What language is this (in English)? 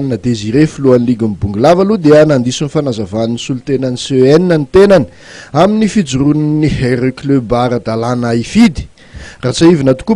Malagasy